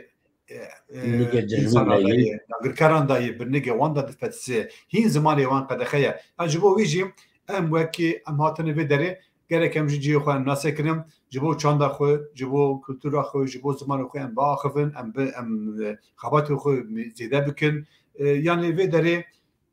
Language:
Kurdish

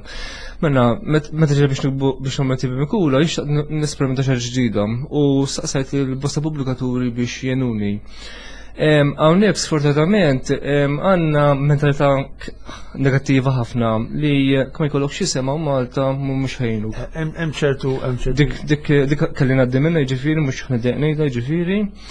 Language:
Maltese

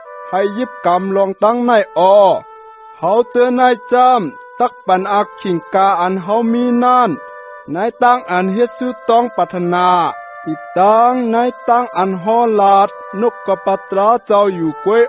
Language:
Shan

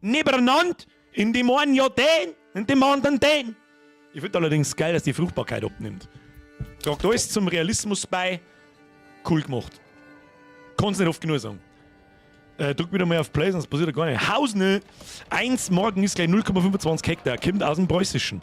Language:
Bavarian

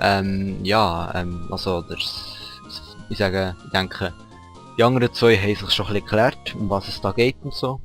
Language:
Swiss German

